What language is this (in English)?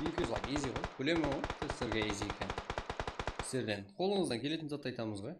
Kara-Kalpak